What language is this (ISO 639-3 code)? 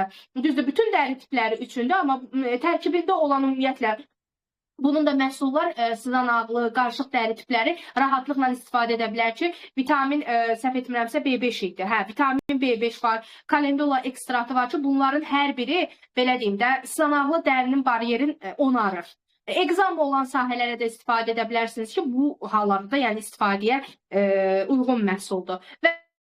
aze